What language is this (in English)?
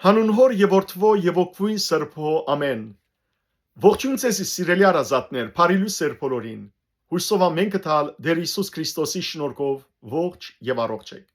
Western Armenian